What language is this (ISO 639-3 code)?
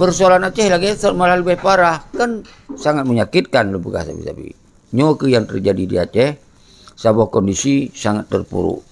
ace